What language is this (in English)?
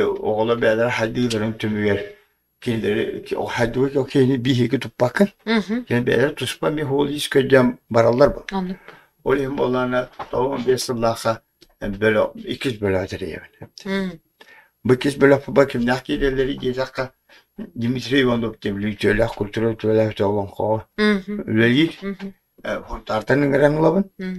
Yakut